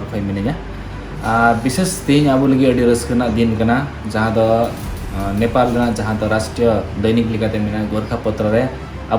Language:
Santali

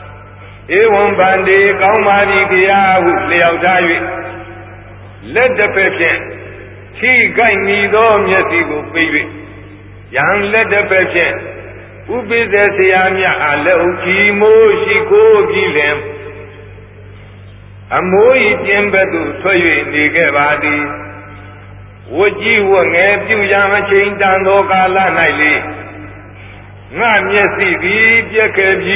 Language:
Burmese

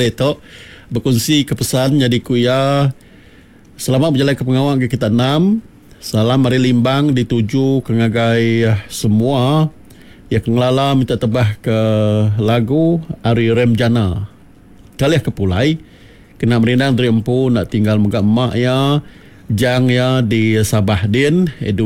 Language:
Iban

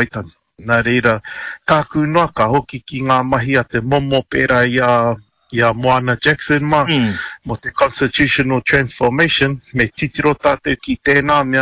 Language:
Māori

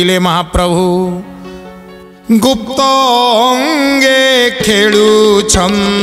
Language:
Odia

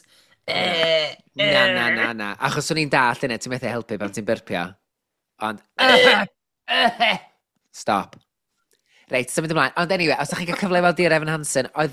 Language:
Welsh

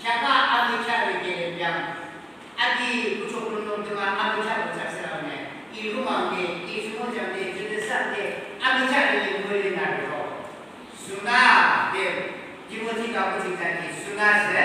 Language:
Yimchungru Naga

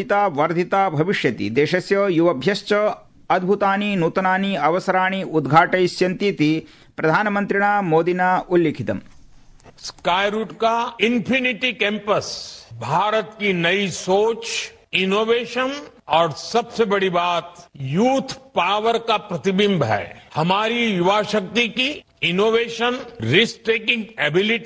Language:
Sanskrit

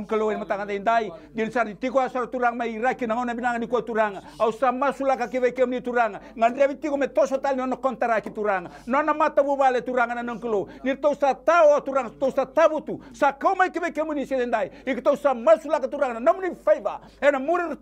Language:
Fijian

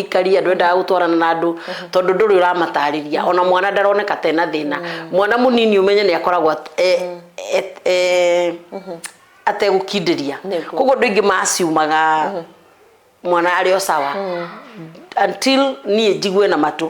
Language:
Kikuyu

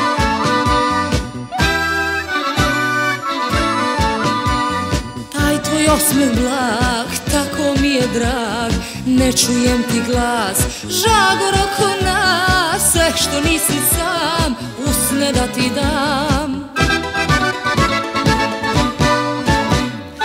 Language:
Serbian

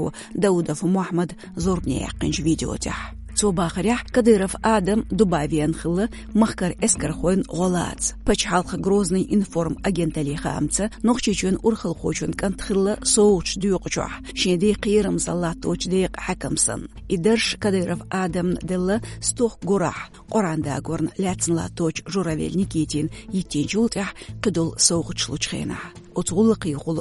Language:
Chechen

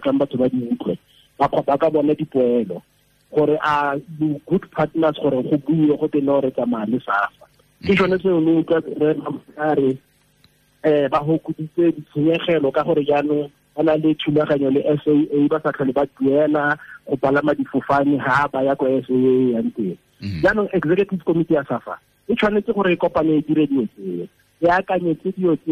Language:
Tswana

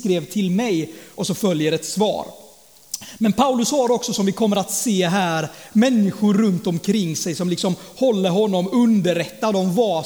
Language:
Swedish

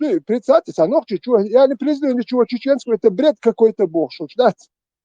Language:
Chechen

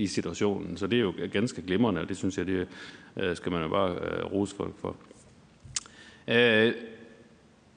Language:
Danish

